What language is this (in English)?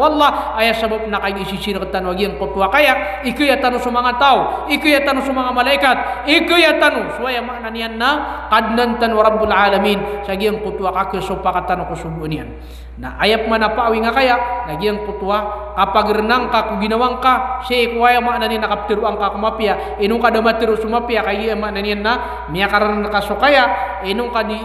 Maranao